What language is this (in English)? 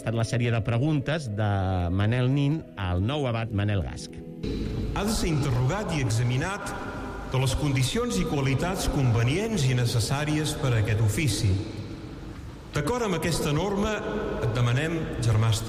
Catalan